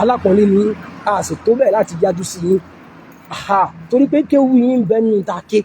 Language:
Yoruba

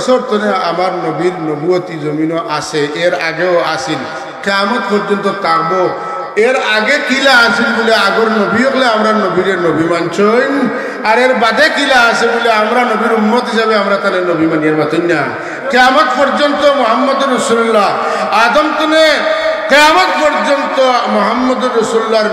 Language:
Sylheti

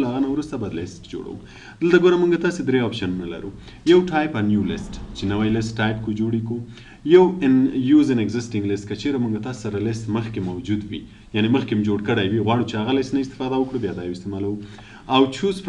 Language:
Pashto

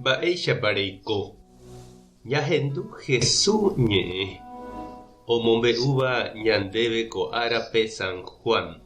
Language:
Guarani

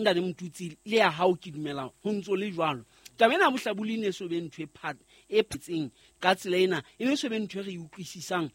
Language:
Southern Sotho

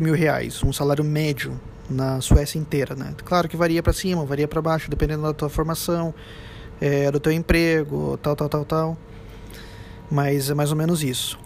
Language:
Portuguese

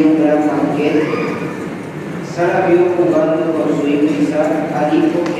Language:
Spanish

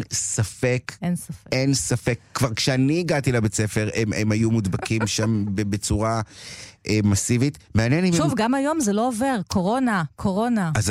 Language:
Hebrew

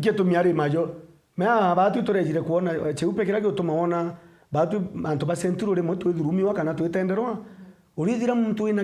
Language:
Meru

